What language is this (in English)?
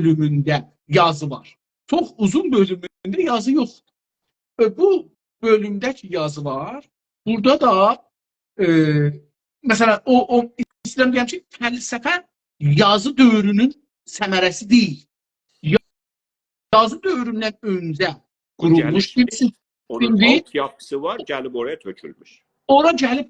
South Azerbaijani